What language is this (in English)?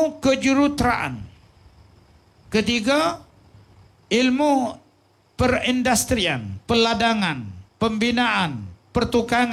Malay